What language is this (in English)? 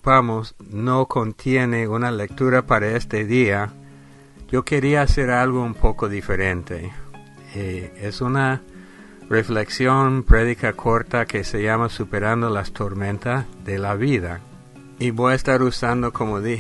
Spanish